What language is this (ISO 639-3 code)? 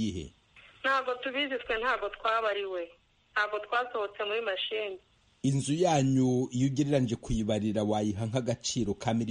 kin